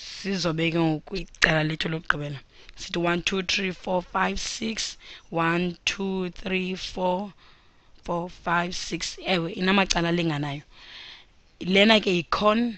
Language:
Xhosa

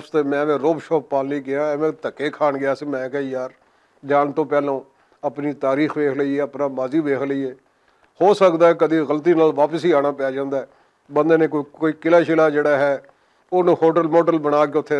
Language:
Western Panjabi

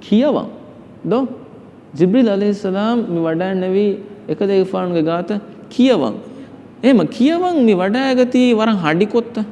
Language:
Divehi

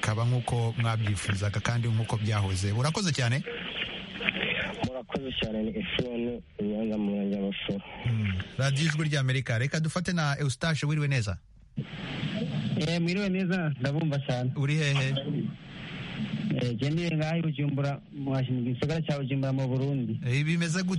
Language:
Kinyarwanda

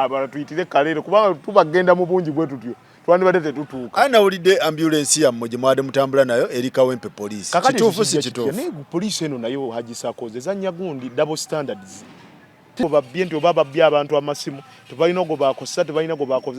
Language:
Ganda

